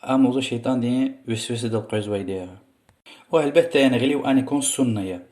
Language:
Lezghian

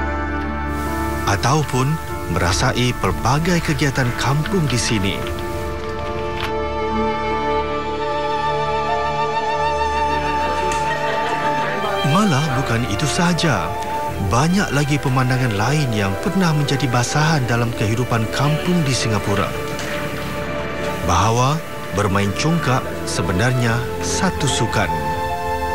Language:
Malay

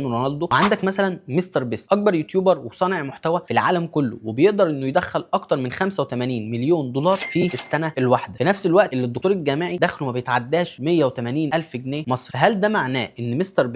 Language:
Egyptian Arabic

